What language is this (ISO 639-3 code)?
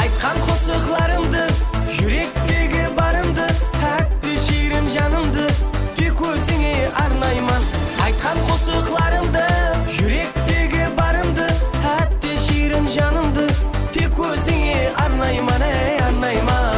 kaa